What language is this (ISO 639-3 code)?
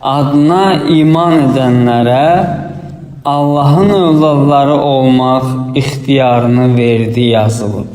aze